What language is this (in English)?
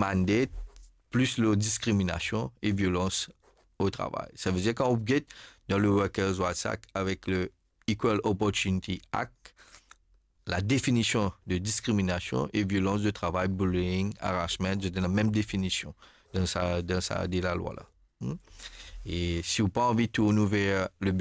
Morisyen